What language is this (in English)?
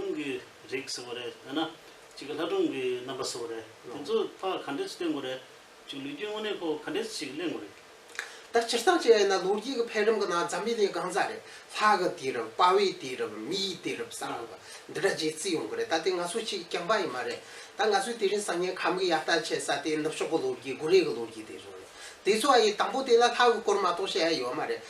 Tibetan